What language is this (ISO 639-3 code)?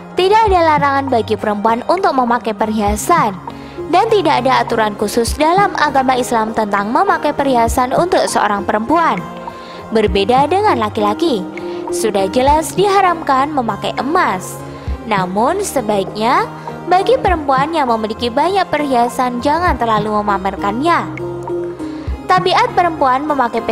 ind